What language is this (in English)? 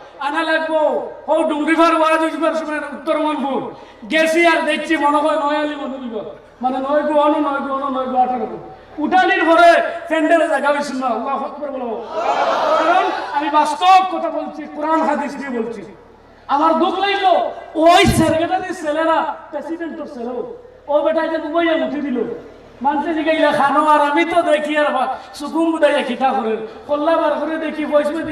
Sylheti